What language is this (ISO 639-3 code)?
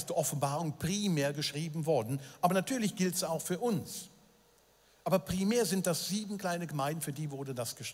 gsw